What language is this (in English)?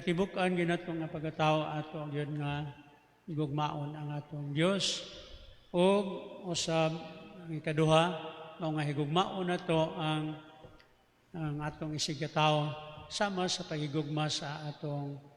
Cebuano